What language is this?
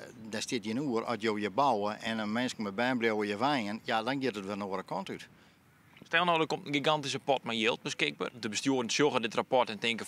Western Frisian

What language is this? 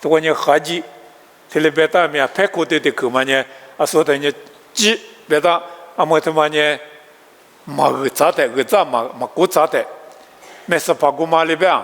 Lisu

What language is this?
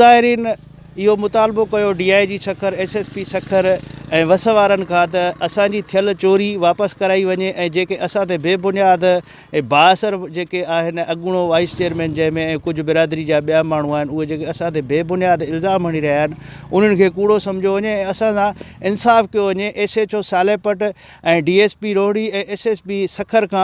Sindhi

